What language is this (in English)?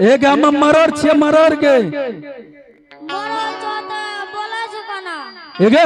Angika